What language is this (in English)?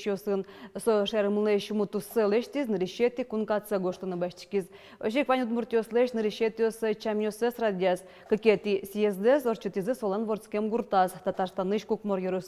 Udmurt